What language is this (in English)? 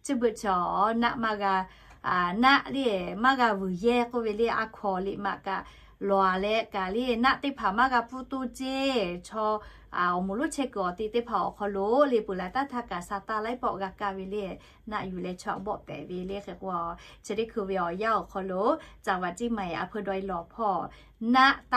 Lahu